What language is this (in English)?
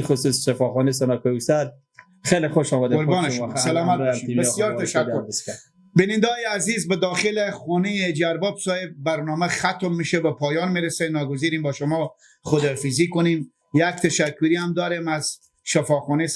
Persian